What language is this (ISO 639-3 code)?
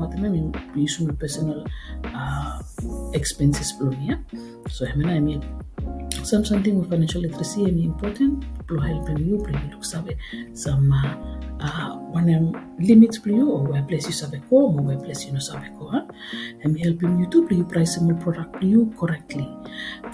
bis